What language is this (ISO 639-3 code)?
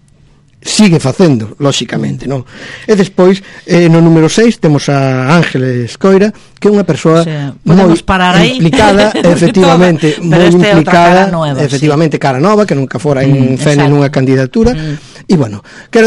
glg